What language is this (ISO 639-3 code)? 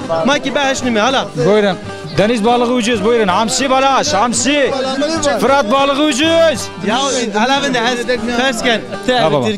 zza